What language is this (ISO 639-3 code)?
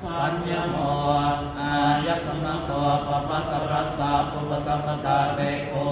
pli